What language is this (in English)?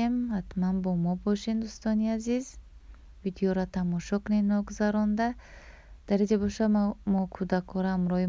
Tajik